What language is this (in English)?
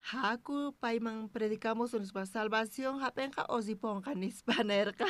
South Bolivian Quechua